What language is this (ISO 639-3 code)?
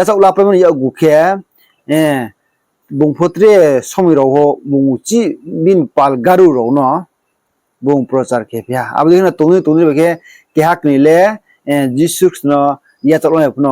ria